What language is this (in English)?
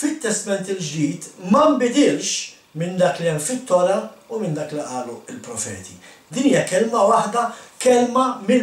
Maltese